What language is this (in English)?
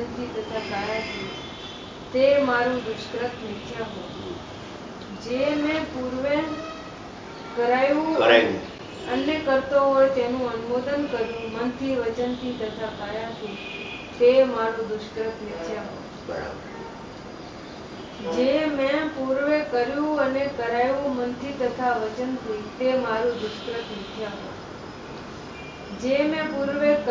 Gujarati